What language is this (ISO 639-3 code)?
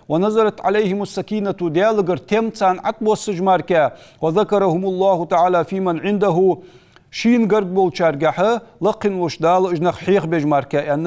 inh